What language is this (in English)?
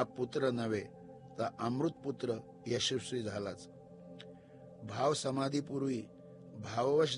Marathi